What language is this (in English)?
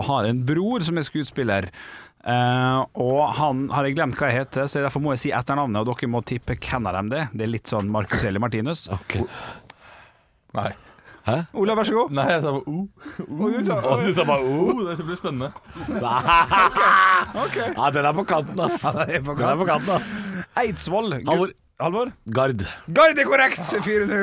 Norwegian